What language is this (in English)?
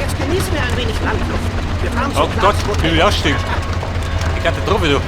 Bavarian